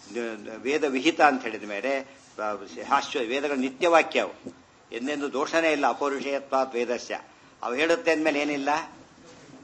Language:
Kannada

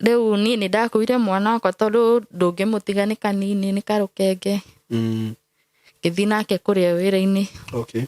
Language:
Kikuyu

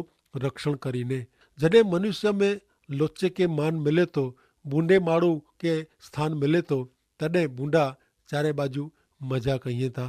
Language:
Kachhi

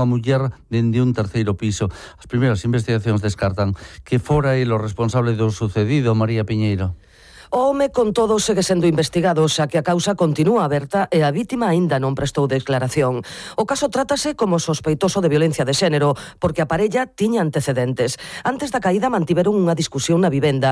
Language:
Galician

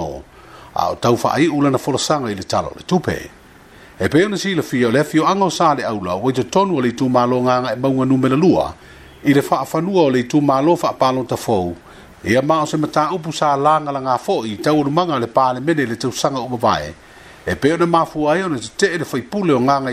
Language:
Samoan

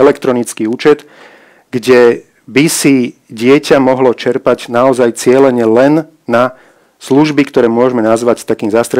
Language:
Slovak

